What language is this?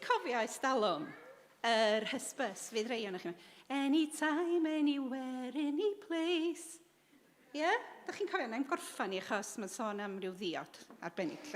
Welsh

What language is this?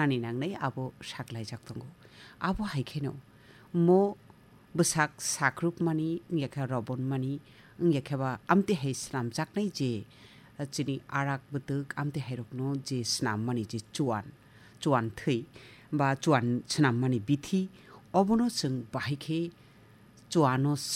Kok Borok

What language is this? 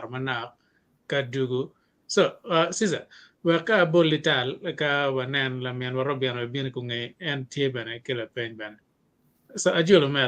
Acoli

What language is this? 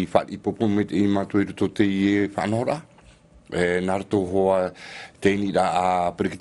Tahitian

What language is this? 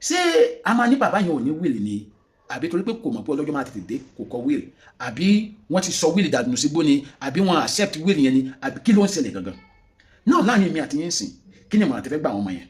Yoruba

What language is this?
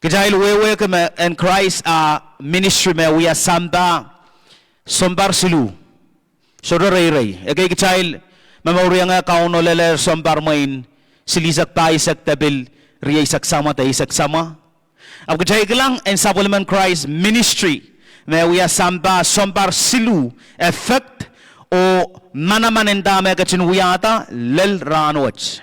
Pohnpeian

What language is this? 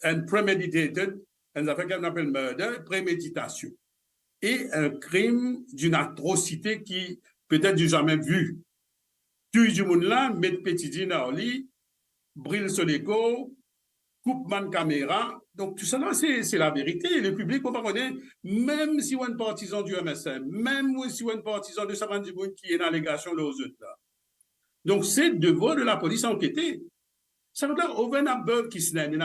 Morisyen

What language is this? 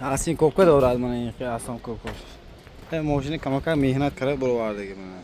Tajik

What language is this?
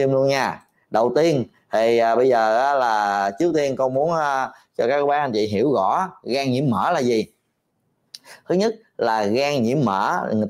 Vietnamese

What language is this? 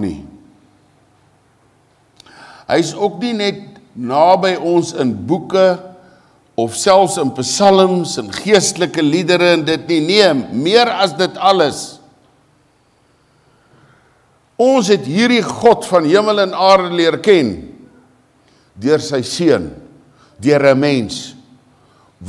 Afrikaans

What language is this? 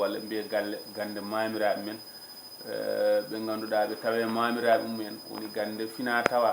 Fula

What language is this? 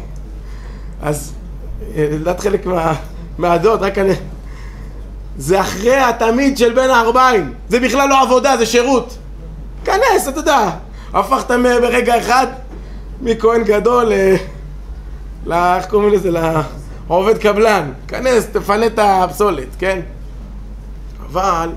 Hebrew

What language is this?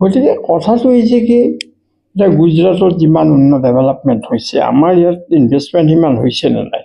Assamese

